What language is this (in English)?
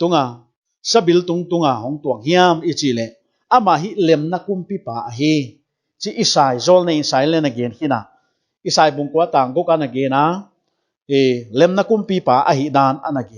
Paite Chin